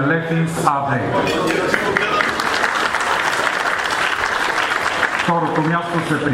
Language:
Bulgarian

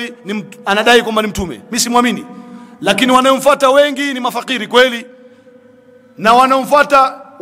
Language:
Swahili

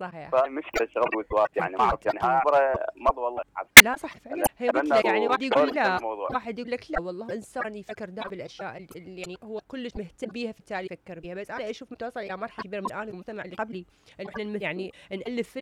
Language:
Mesopotamian Arabic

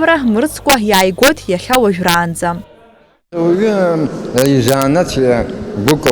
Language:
Abkhazian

